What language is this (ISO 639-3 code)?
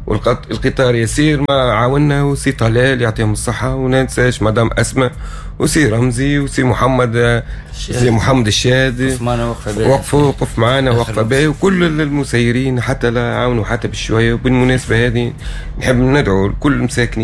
aeb